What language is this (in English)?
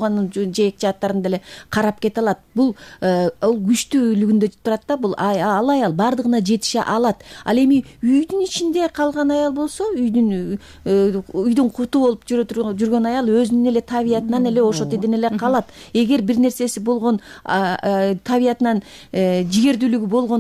Kyrgyz